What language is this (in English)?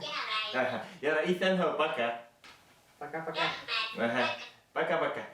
Bashkir